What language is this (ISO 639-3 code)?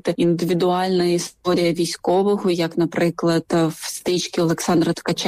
ukr